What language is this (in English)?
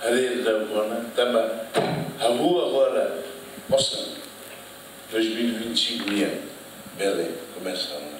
Tetum